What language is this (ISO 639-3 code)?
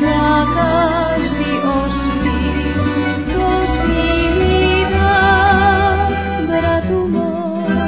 rue